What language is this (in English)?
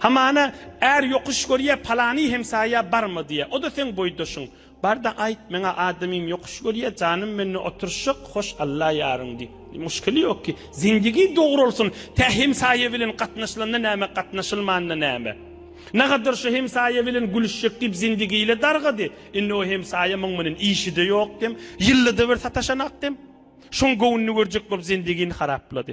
Turkmen